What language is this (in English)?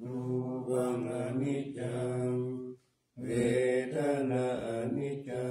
Pali